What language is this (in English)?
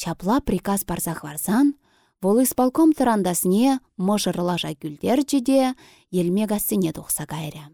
Chuvash